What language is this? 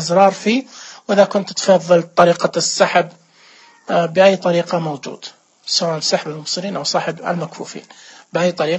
Najdi Arabic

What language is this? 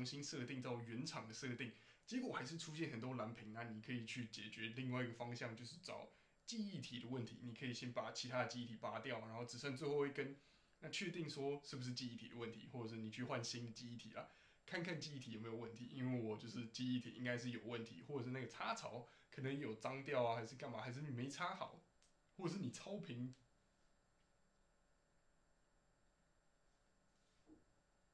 Chinese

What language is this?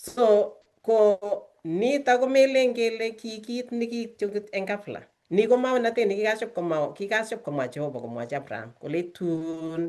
Kalenjin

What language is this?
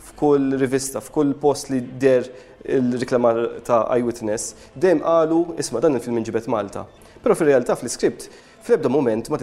Maltese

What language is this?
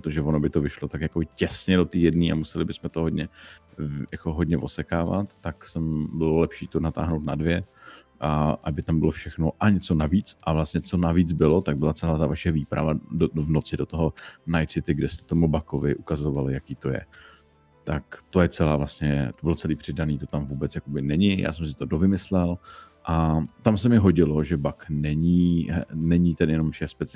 Czech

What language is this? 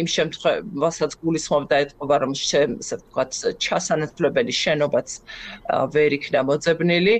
Georgian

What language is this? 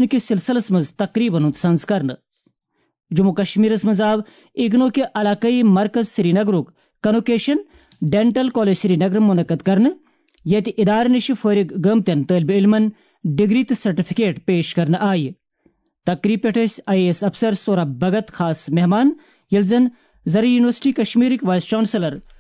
Kashmiri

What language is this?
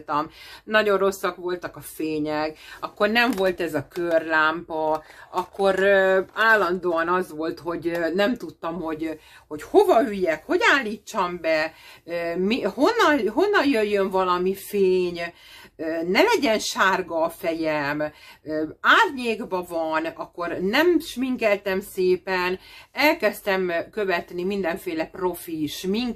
Hungarian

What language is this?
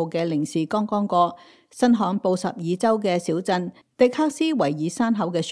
Cantonese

